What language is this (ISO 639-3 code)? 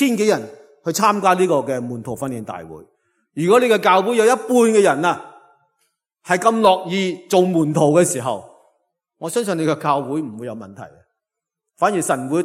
yue